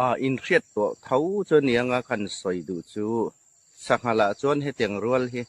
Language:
Hmar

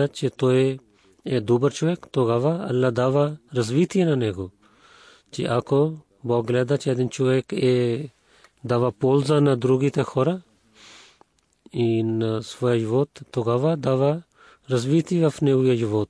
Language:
Bulgarian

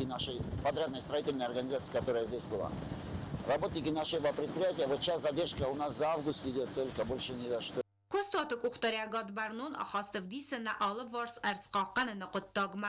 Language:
Ossetic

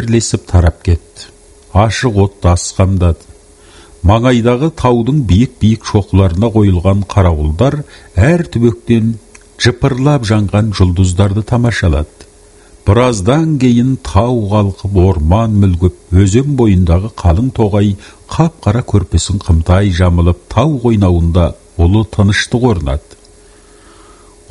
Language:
Kazakh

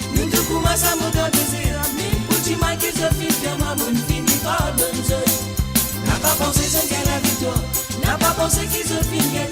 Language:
Morisyen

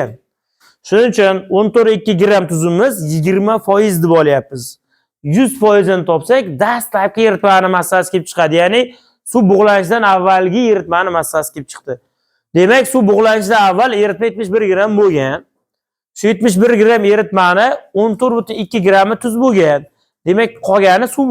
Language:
Uzbek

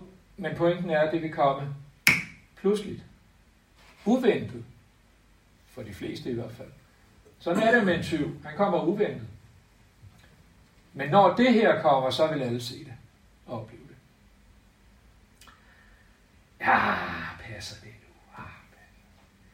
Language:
Danish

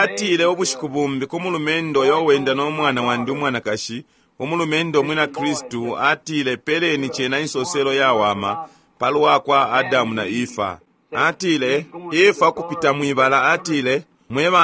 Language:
Bemba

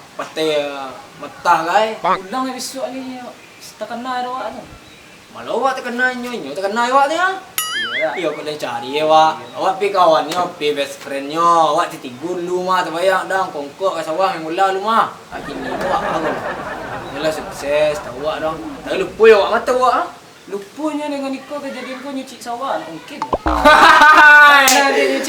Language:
Minangkabau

